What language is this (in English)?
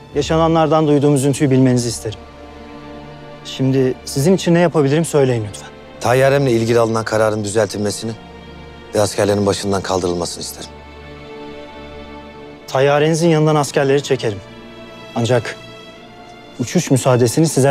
Turkish